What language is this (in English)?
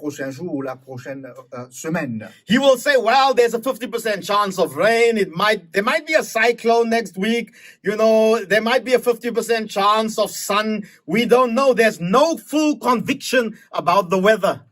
Morisyen